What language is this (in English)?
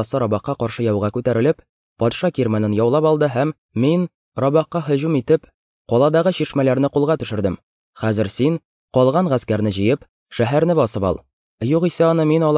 Tatar